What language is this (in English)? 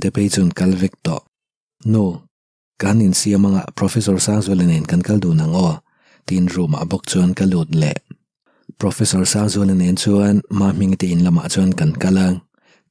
Mizo